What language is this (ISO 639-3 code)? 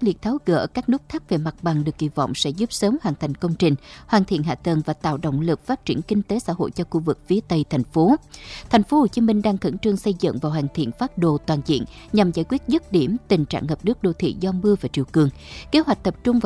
vie